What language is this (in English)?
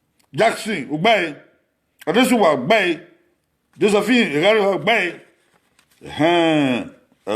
Bini